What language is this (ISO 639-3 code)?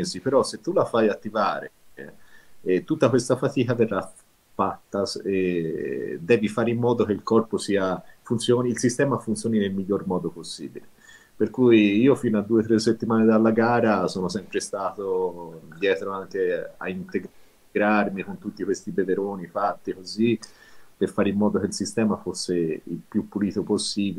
ita